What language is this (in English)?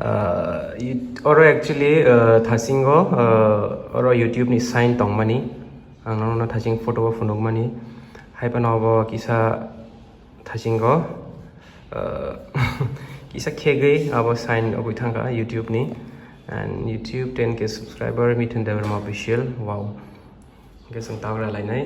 Kok Borok